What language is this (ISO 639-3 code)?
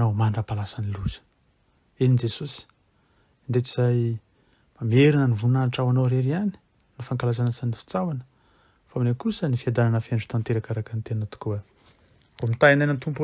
mlg